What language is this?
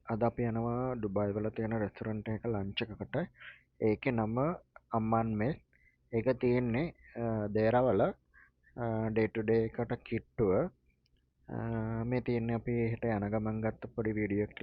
Sinhala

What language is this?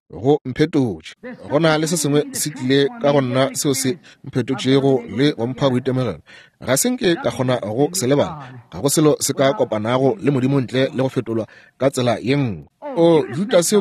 Northern Sotho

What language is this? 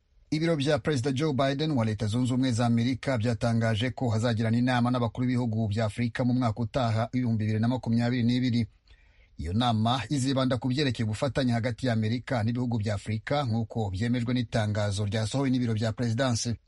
Kinyarwanda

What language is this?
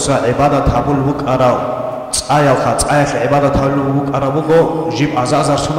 Avaric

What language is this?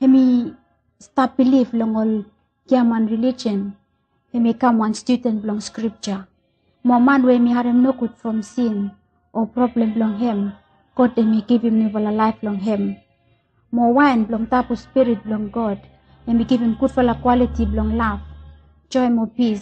Bislama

